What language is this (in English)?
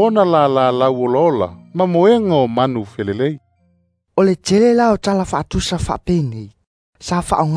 Samoan